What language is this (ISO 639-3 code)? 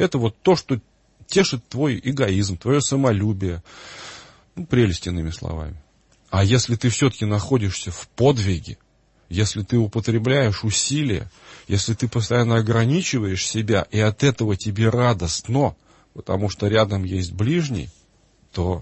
rus